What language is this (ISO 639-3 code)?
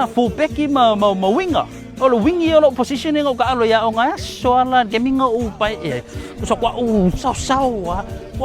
smo